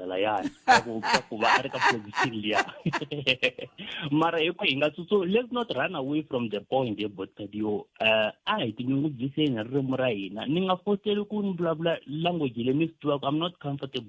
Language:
Tsonga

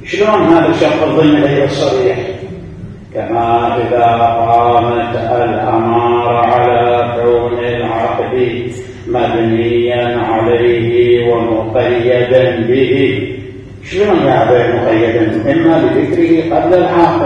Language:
Mesopotamian Arabic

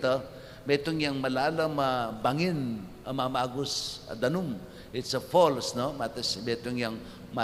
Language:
Pampanga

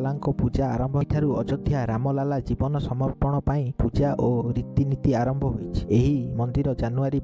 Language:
Odia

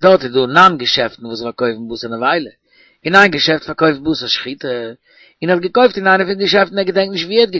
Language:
Yiddish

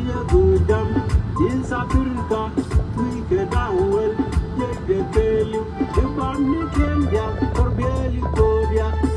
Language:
Nuer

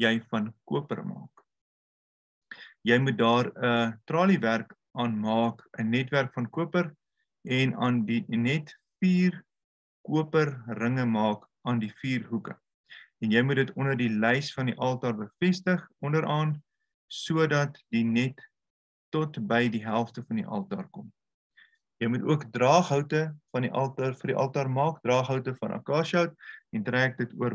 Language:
Afrikaans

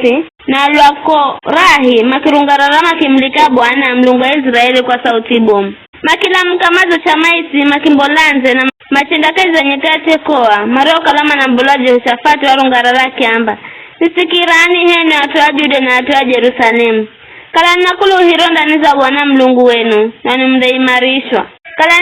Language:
Giryama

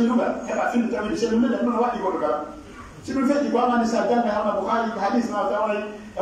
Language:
Pular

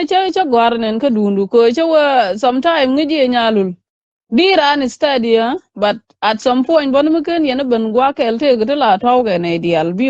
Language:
Nuer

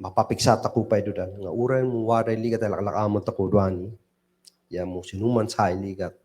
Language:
Kankanaey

